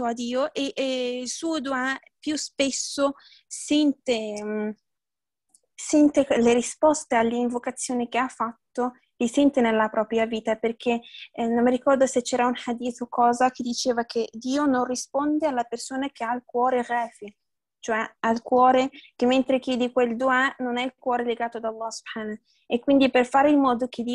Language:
Italian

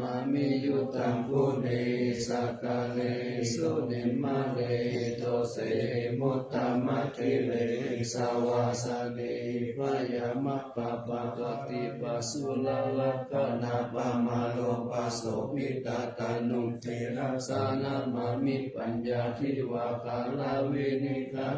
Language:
Pali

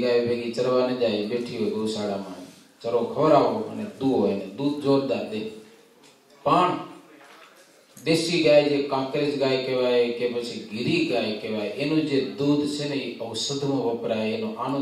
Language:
Gujarati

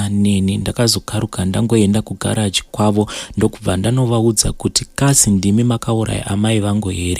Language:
Shona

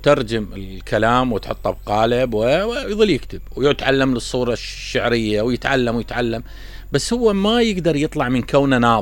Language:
Mesopotamian Arabic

